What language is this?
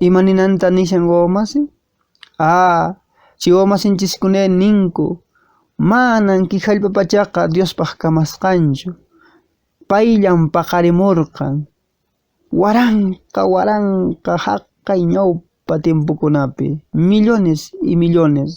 Quechua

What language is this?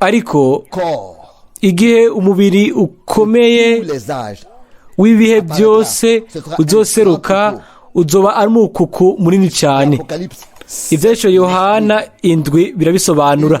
Rundi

